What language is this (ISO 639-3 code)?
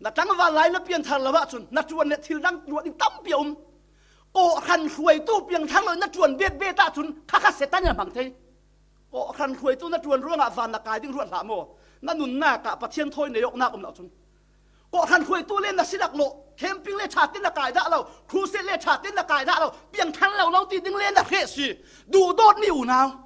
cfm